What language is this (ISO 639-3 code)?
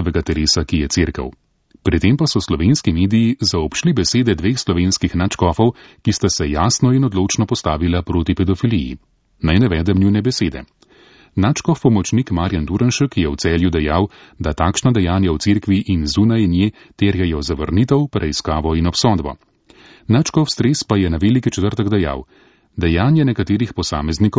slv